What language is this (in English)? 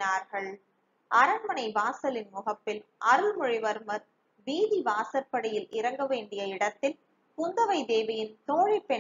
Tamil